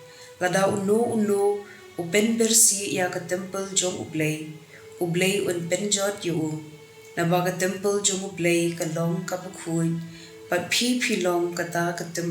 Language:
Khasi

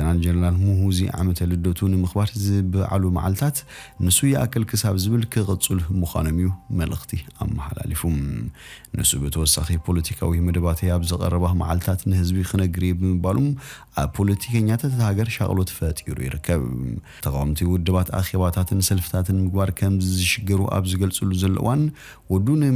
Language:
Tigrinya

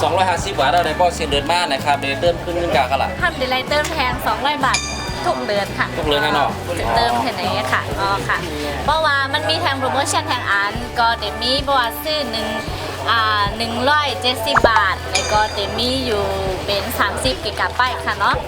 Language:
Shan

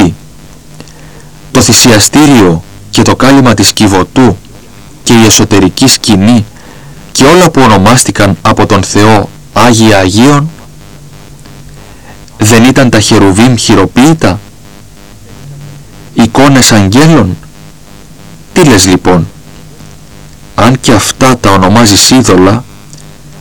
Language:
Greek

